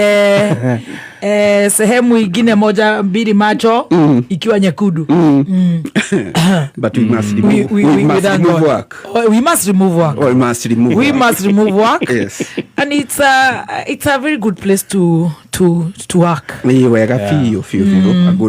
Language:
Kikuyu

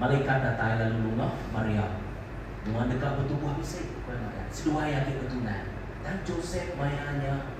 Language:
Iban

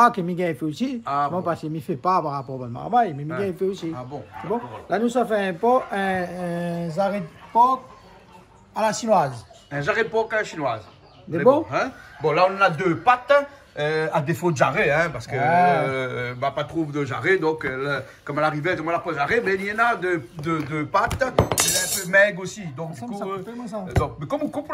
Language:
Réunion Creole French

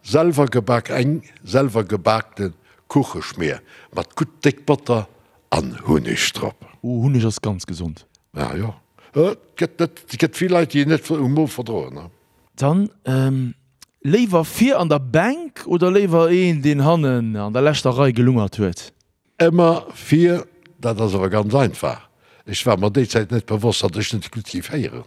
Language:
Luxembourgish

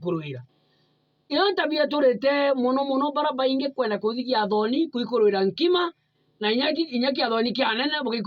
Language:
Meru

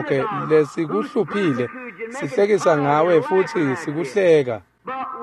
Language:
Swati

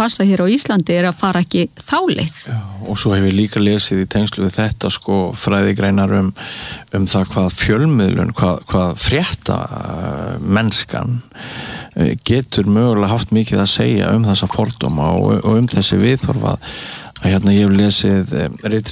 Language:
Icelandic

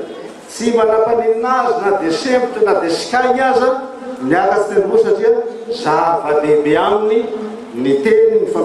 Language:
Malagasy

